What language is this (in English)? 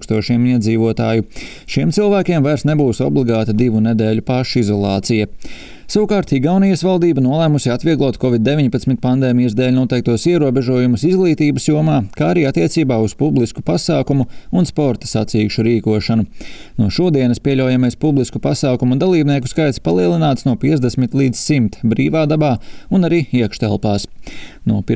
Latvian